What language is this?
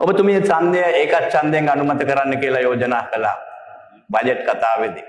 Sinhala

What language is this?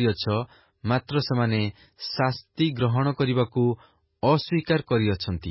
Odia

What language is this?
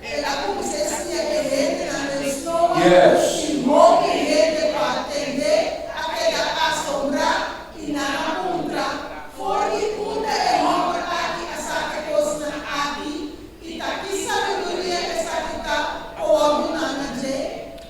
Papiamento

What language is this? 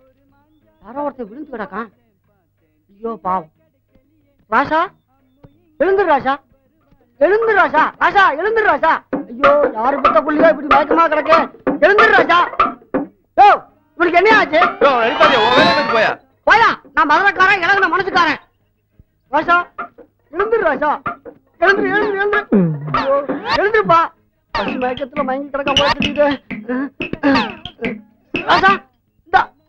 Tamil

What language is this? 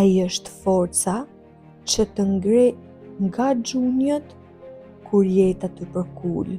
Albanian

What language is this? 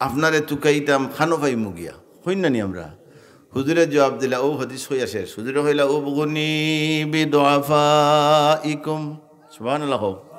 Sylheti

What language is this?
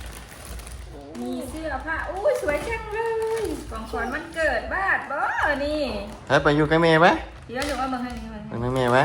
Northeastern Thai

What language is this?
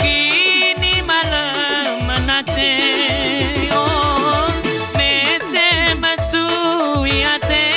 Batak Karo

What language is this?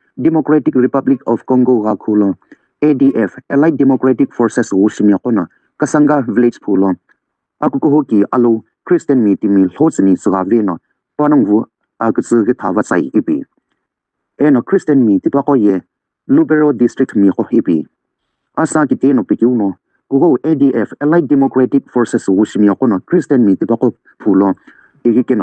Sumi Naga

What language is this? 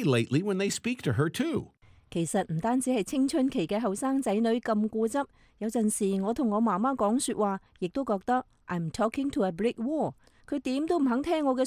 Cantonese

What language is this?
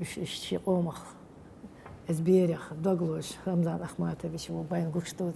Chechen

